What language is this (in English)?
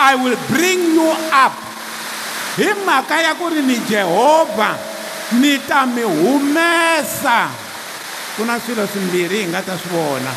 Tsonga